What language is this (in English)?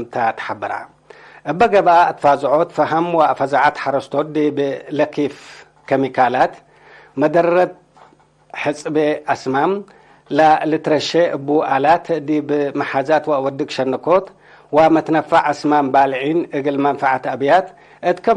Tigre